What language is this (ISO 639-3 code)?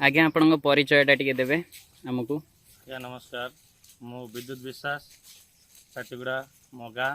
ori